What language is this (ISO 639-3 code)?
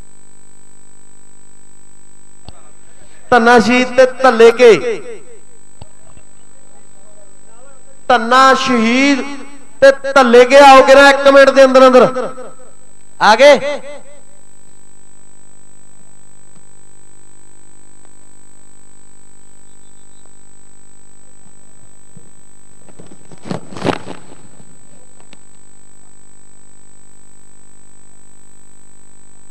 pan